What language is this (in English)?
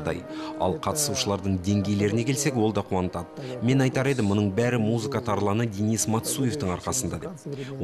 Kazakh